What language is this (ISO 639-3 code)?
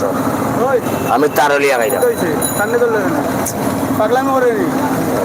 syl